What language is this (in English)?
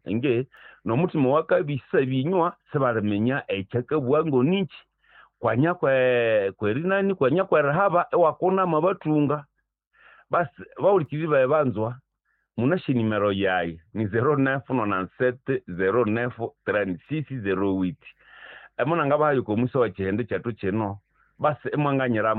Nande